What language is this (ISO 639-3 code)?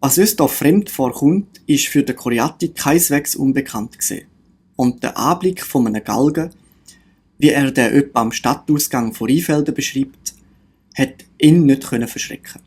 gsw